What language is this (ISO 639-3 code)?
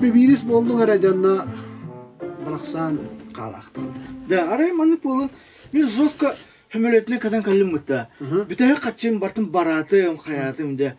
sah